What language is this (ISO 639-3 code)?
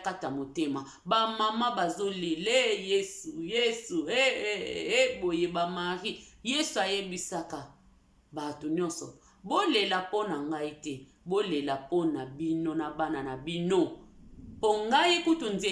lin